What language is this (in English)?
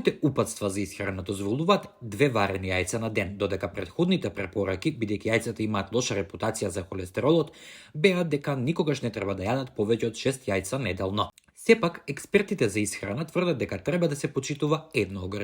Macedonian